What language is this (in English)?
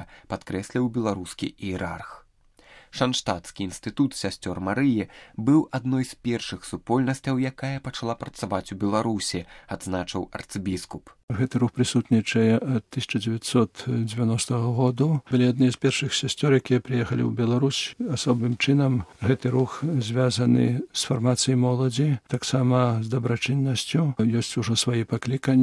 Belarusian